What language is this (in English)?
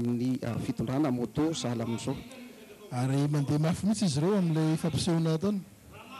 Malagasy